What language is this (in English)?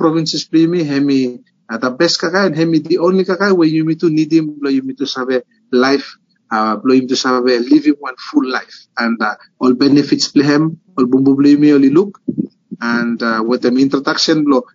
Bislama